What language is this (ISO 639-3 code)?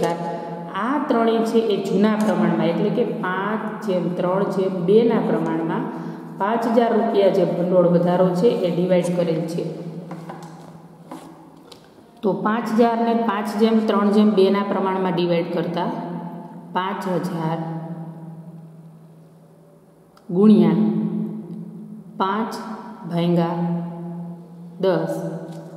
guj